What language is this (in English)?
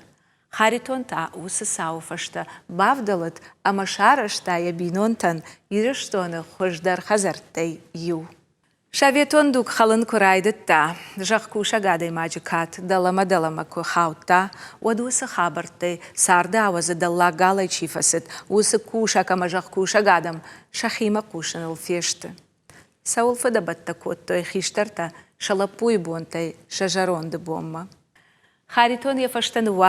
Ossetic